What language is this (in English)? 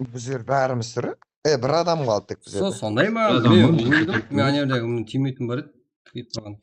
Kara-Kalpak